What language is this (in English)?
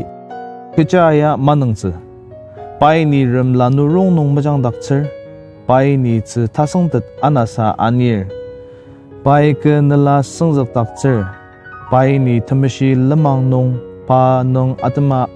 Ao Naga